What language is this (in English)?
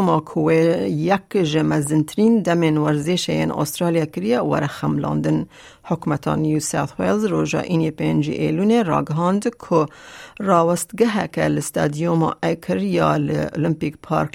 Kurdish